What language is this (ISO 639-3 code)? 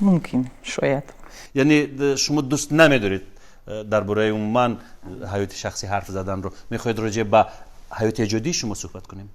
tgk